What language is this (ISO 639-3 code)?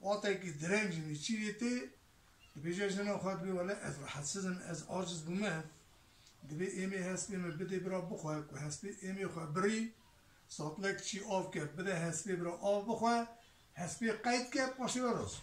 kur